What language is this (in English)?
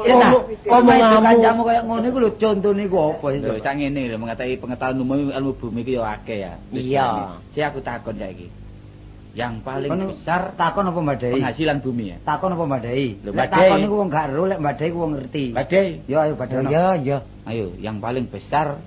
Javanese